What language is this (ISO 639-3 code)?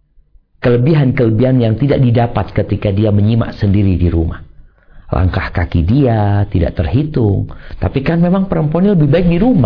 ind